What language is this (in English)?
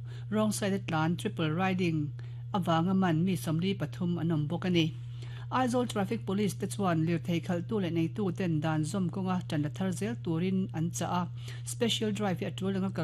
Mizo